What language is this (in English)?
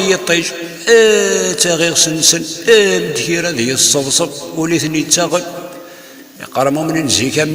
Kabyle